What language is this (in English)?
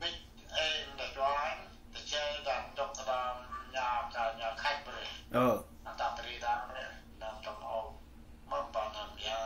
Central Mnong